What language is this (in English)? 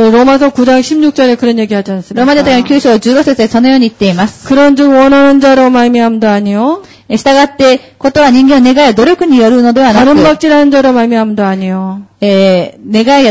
Korean